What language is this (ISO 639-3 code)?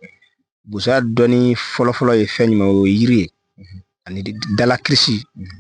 bam